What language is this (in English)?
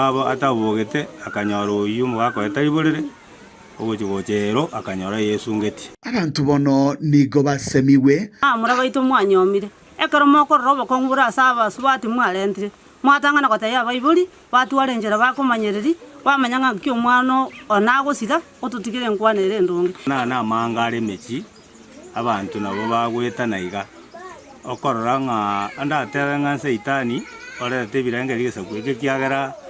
Gusii